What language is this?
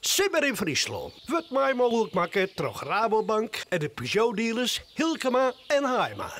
Western Frisian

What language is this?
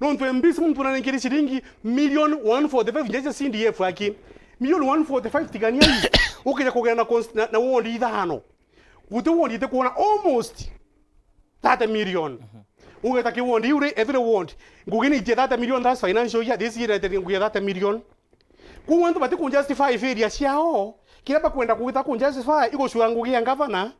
Meru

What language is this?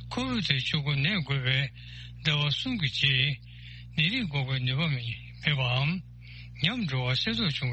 Tibetan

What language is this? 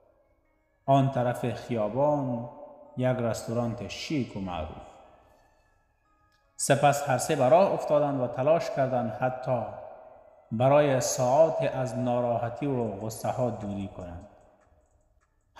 Persian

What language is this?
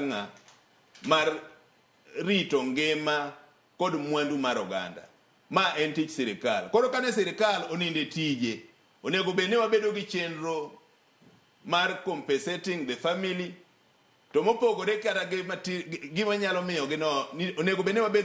Luo (Kenya and Tanzania)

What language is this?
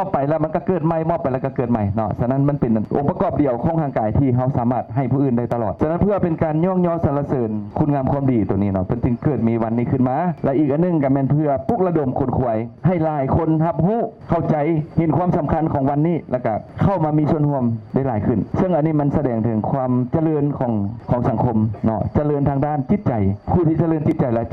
Lao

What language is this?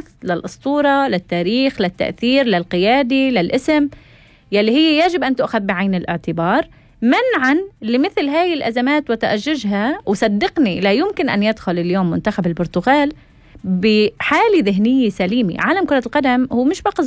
North Levantine Arabic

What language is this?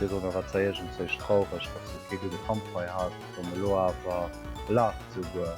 Luxembourgish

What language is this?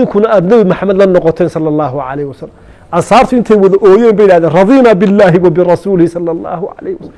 Somali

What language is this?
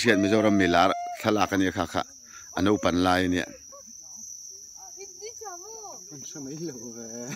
Mizo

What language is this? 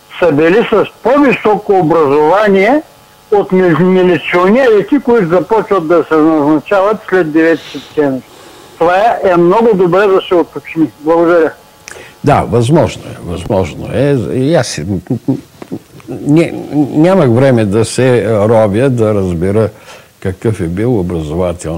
Bulgarian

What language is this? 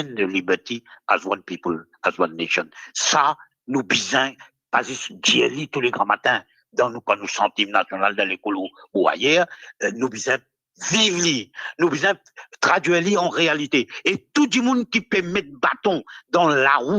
Morisyen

